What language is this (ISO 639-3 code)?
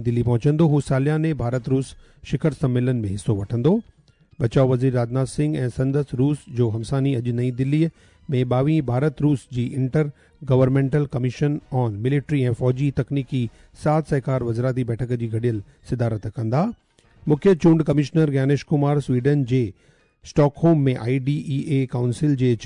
snd